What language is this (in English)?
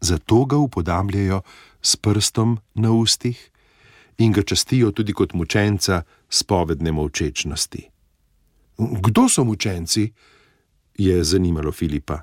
Slovenian